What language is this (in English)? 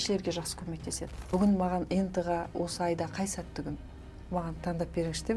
Kazakh